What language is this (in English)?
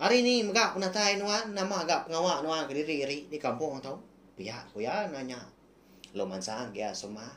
Iban